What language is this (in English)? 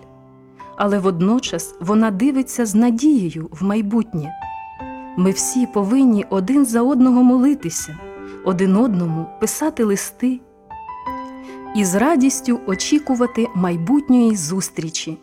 Ukrainian